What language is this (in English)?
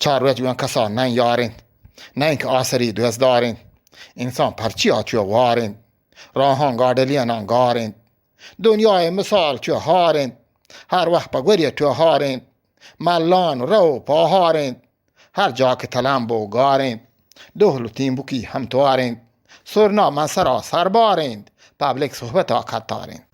Eastern Balochi